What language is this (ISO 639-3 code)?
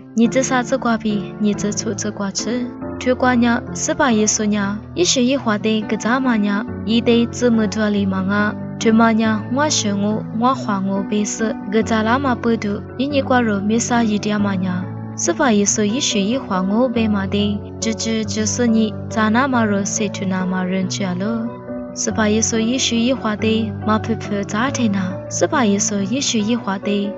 lis